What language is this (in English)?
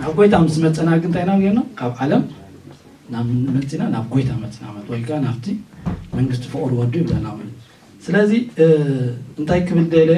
Tigrinya